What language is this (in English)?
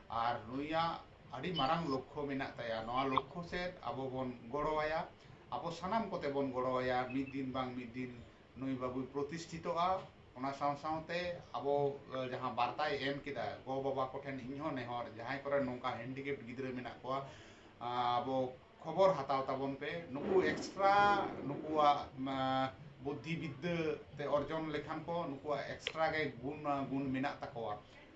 Santali